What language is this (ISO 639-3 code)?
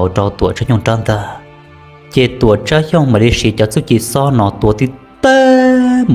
hmn